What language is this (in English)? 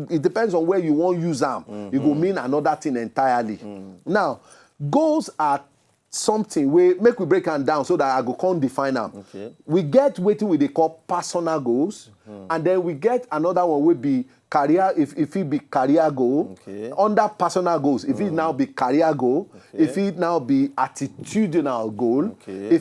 Nigerian Pidgin